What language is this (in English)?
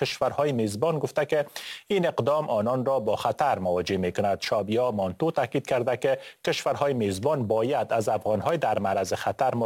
Persian